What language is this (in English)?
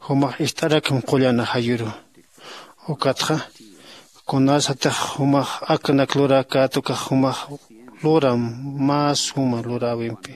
Aymara